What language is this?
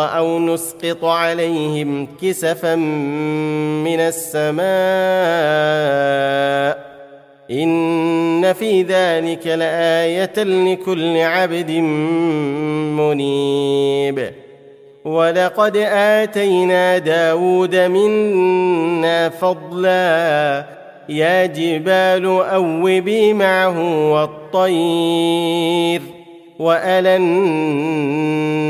Arabic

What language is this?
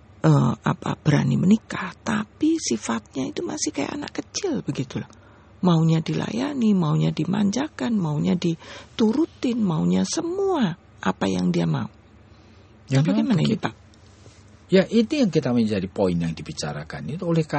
Indonesian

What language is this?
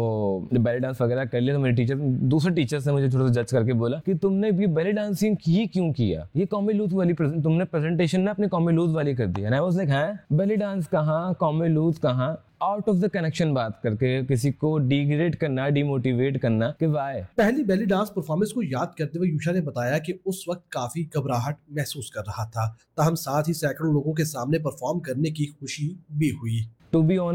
Urdu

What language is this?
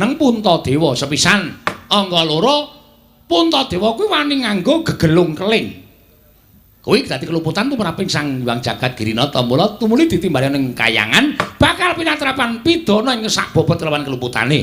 Javanese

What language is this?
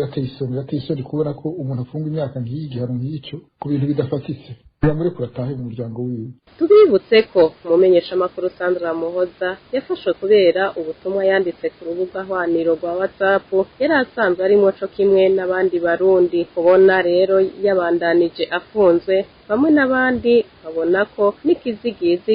Rundi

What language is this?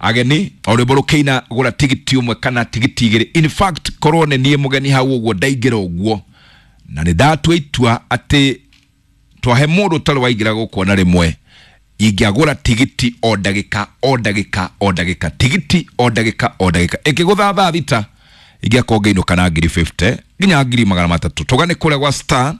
Kikuyu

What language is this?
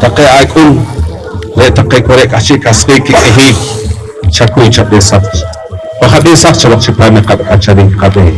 Poqomchi'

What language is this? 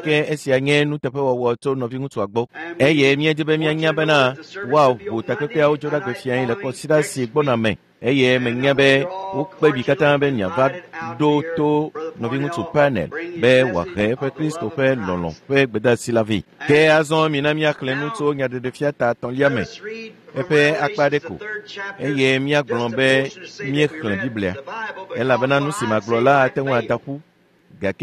Ewe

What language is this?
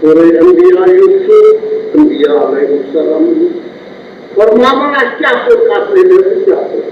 Kashmiri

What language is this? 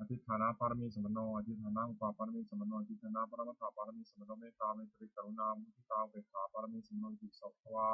Pali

